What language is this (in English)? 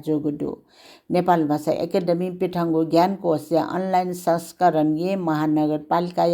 Newari